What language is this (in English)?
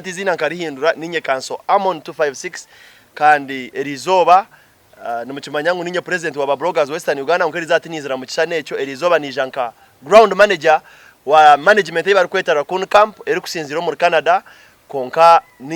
Nyankole